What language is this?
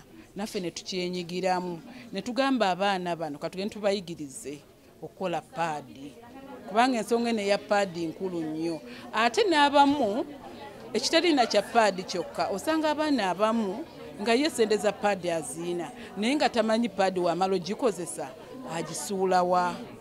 Ganda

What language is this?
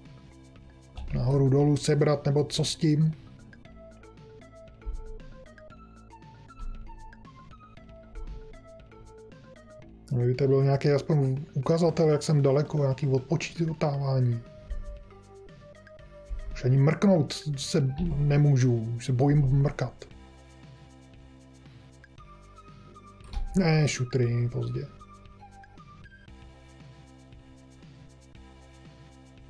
Czech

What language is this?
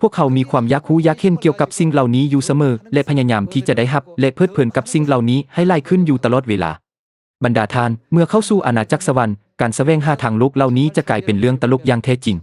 Lao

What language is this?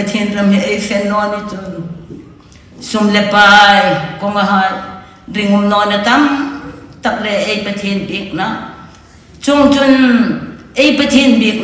Hmar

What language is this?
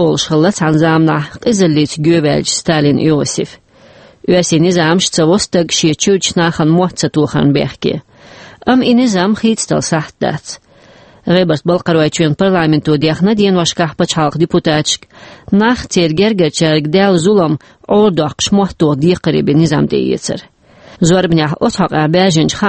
Chechen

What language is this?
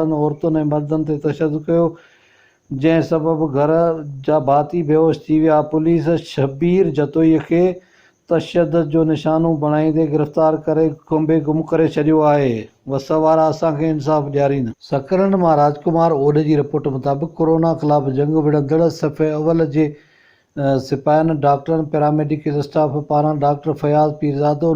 Sindhi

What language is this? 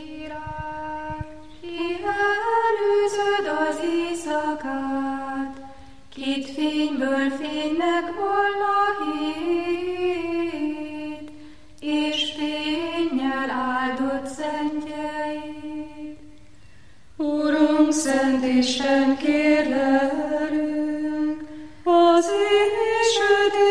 Hungarian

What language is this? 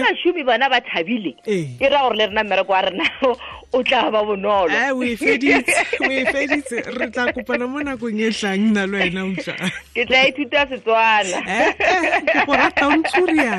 Tswana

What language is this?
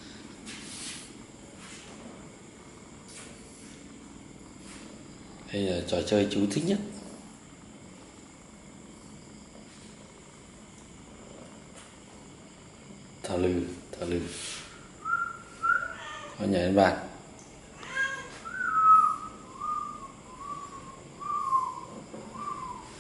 Vietnamese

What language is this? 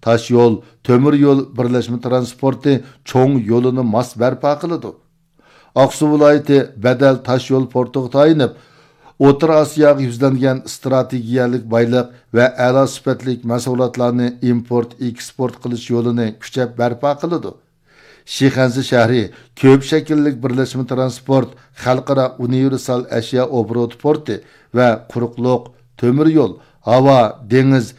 Uyghur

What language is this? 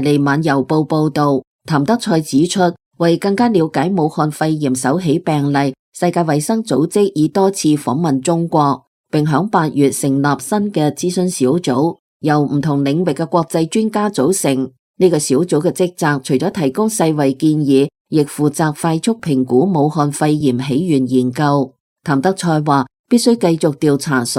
Cantonese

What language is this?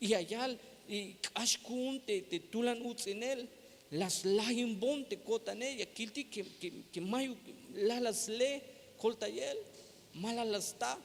Tzeltal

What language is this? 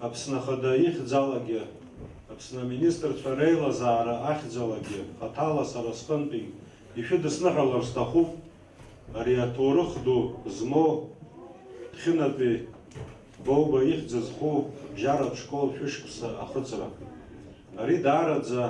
Abkhazian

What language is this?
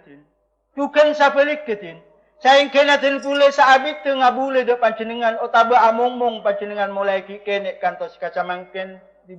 Madurese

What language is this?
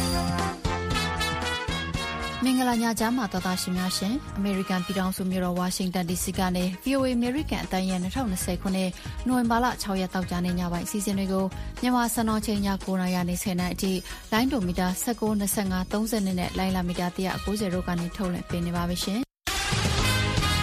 Burmese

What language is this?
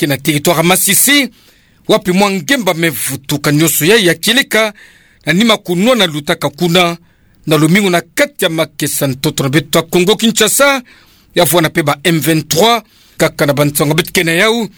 Kituba (Democratic Republic of Congo)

